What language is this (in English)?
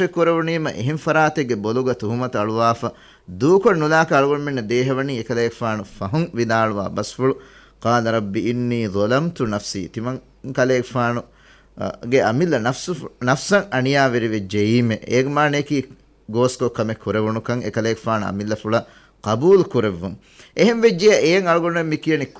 Divehi